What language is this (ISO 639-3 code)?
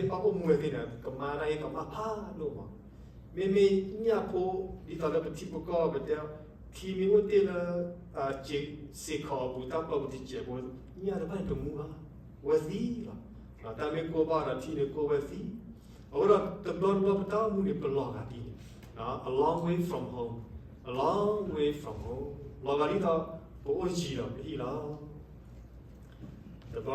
ksw